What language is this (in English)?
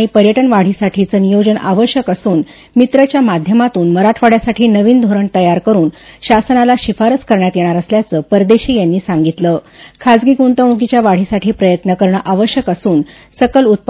Marathi